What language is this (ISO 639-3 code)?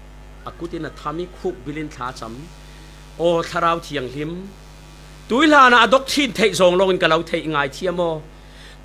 cfm